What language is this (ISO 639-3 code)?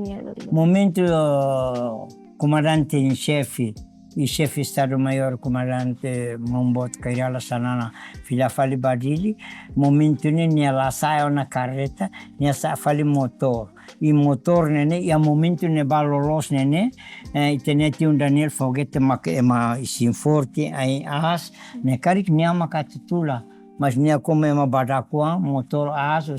tet